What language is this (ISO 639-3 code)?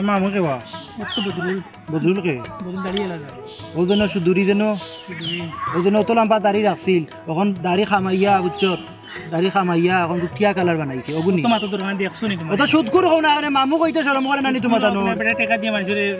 syl